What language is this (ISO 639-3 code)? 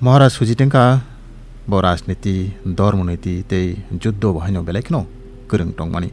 trp